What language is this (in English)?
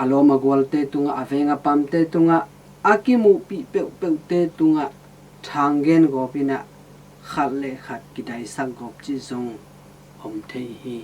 Tedim Chin